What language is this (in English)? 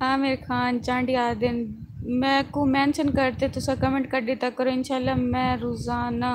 Saraiki